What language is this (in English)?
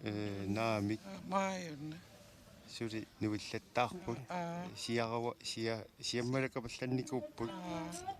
Kalaallisut